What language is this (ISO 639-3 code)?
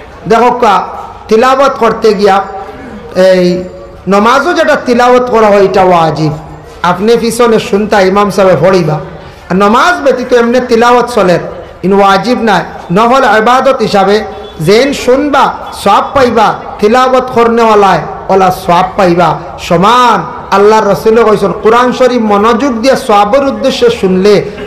syl